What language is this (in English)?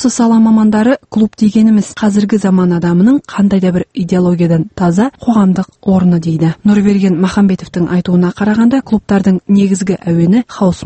Kazakh